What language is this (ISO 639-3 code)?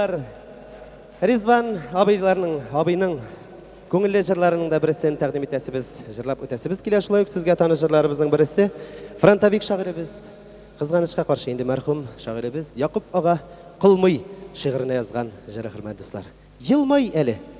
tat